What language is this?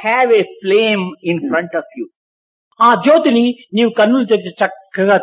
Telugu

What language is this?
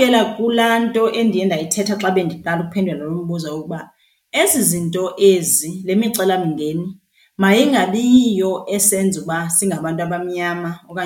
Xhosa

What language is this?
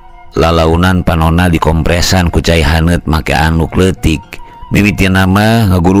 Sundanese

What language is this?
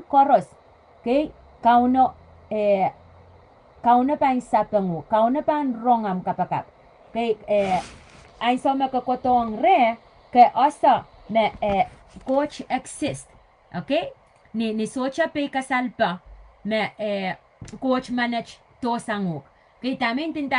Pohnpeian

